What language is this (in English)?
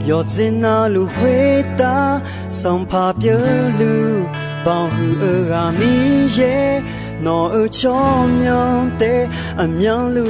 Akha